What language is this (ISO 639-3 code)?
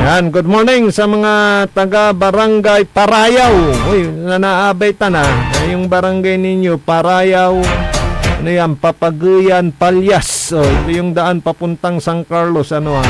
pag